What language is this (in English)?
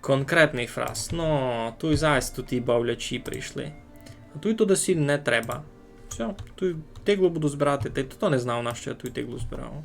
Rusyn